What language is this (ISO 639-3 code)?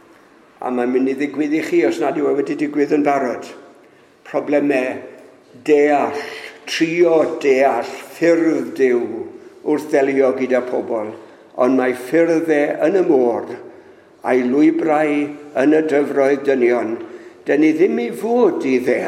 cym